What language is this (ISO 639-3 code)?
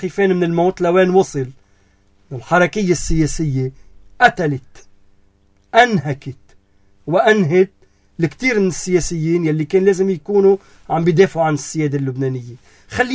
apc